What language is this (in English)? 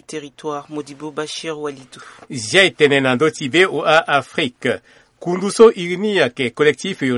Sango